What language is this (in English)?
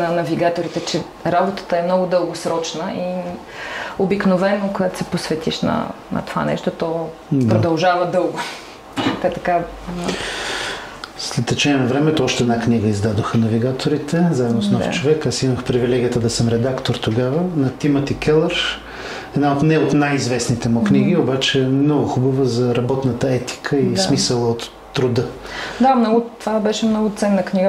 Bulgarian